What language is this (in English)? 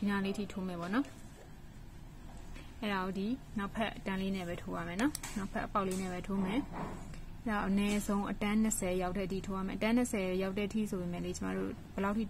Burmese